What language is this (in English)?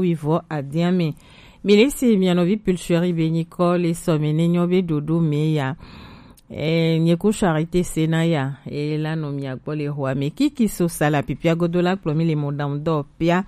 Gen